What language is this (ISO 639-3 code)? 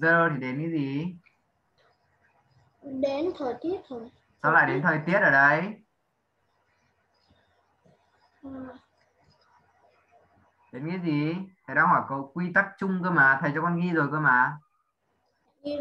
vie